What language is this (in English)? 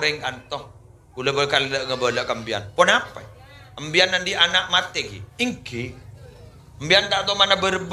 Madurese